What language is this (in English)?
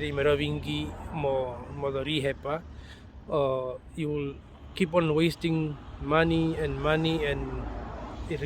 Herero